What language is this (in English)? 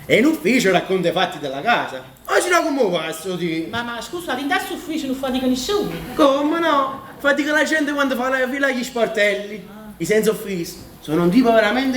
Neapolitan